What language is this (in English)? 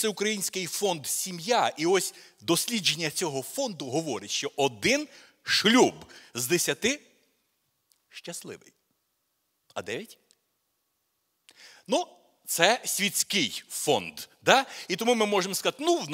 Ukrainian